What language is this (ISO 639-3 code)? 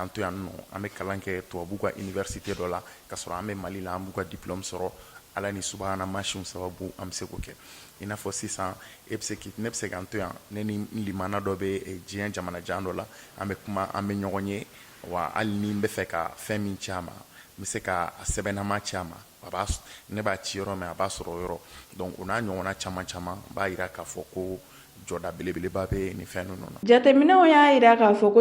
bam